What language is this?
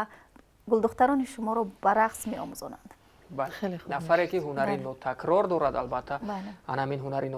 Tajik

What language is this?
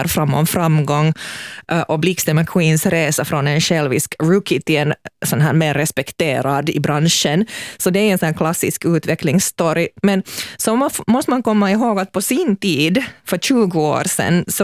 Swedish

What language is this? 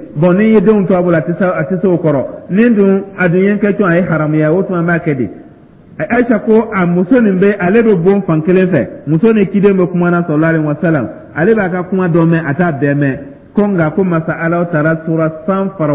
Dyula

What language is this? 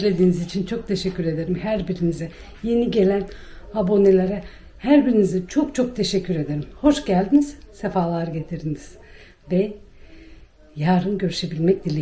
Turkish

